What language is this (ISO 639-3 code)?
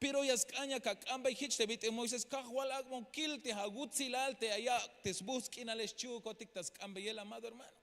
tzh